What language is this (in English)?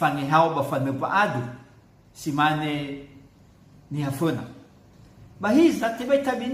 Nias